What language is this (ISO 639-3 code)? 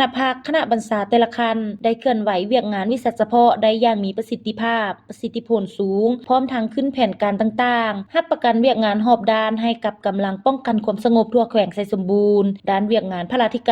lao